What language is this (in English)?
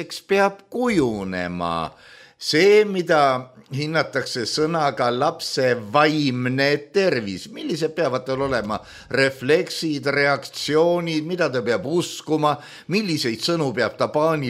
Estonian